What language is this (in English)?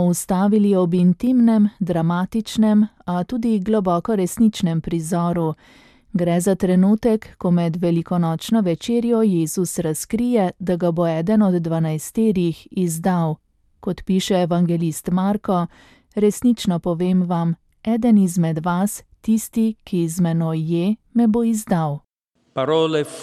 Slovenian